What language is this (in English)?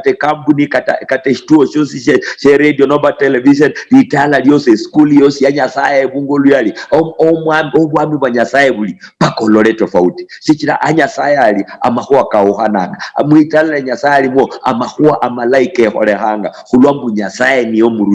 Luyia